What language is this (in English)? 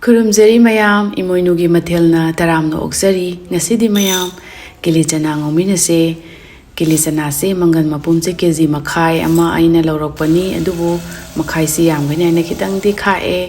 Manipuri